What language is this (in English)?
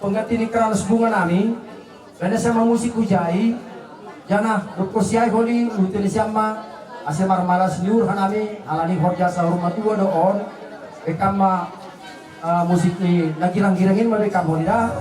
Batak Simalungun